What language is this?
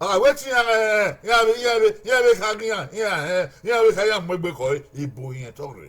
Bini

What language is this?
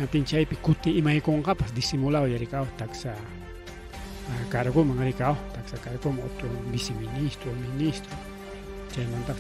Ayacucho Quechua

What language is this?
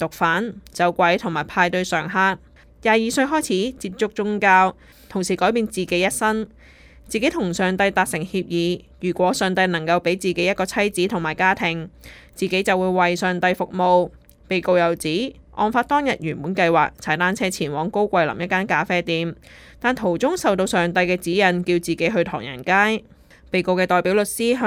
Cantonese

